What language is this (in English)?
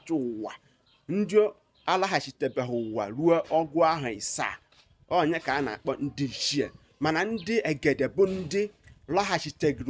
Igbo